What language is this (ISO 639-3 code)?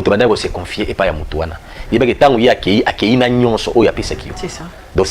lin